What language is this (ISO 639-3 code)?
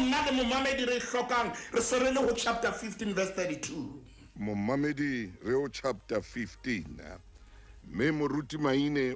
sot